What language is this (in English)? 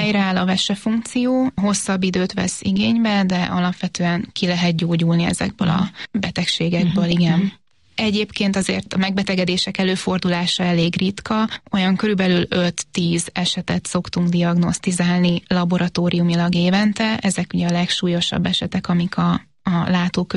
Hungarian